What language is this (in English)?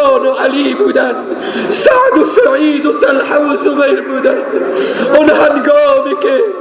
Persian